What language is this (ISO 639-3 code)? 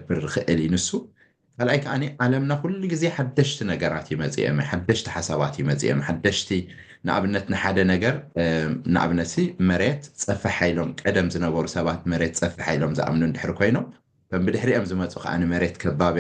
tir